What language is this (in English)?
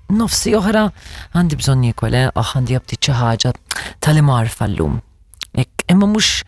Maltese